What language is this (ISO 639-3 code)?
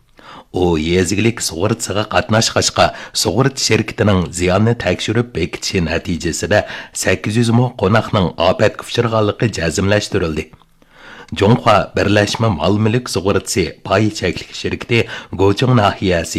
uig